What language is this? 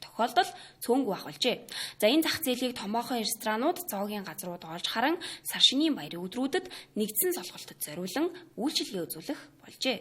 Mongolian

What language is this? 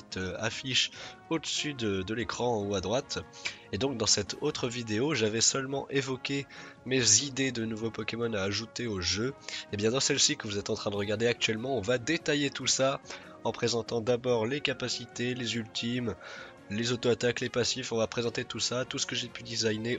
French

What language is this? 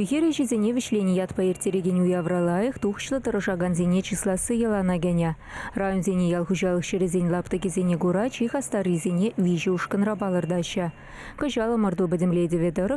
Chuvash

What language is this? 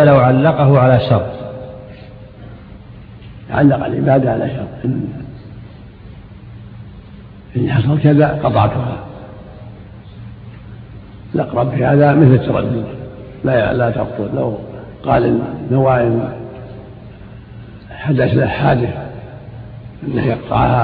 Arabic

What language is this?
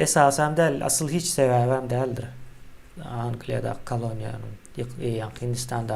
Turkmen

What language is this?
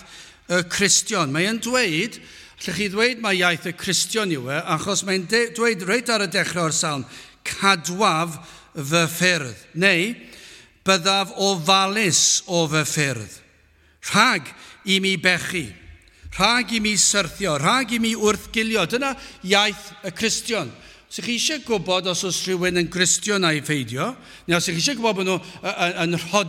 Welsh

